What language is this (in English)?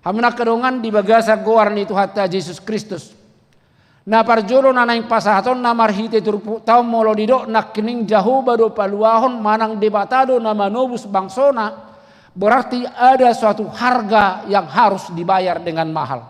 Batak Toba